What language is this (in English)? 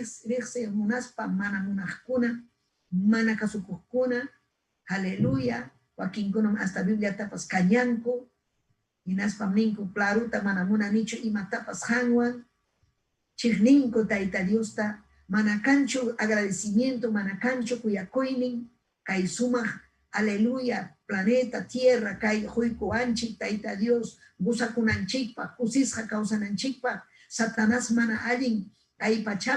Ayacucho Quechua